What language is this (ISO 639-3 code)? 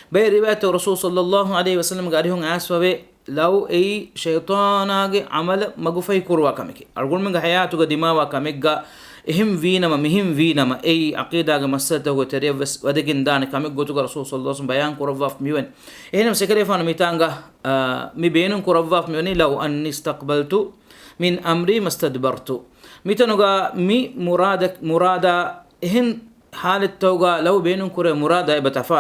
div